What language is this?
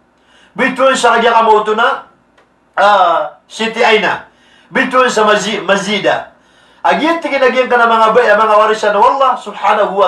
Maranao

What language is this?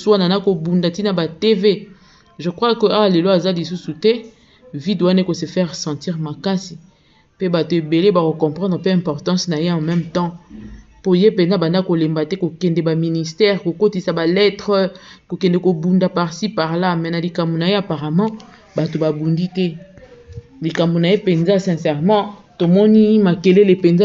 Lingala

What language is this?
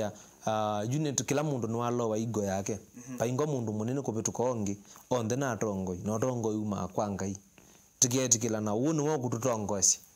Kamba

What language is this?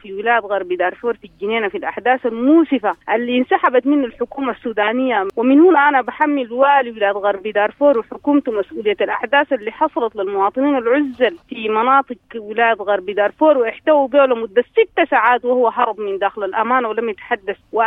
Sudanese Arabic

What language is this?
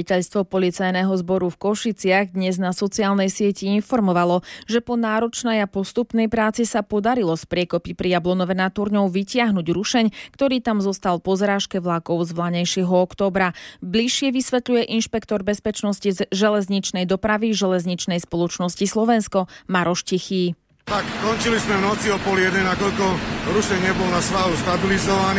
Slovak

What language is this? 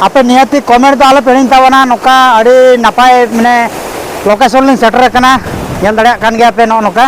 Santali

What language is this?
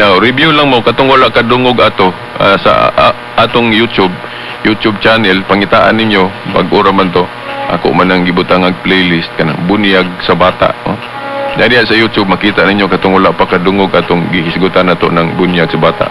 Cebuano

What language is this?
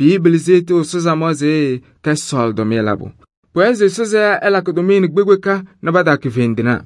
Kabiyè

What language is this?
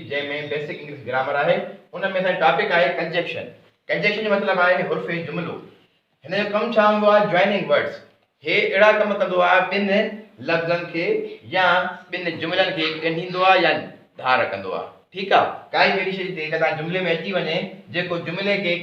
Sindhi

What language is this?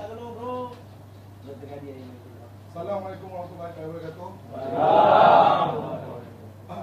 Malay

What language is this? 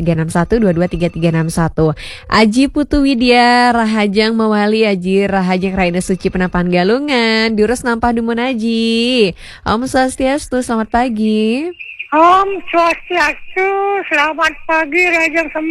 Balinese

